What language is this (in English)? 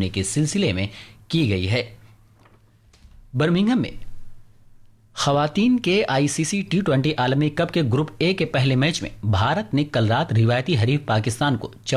Urdu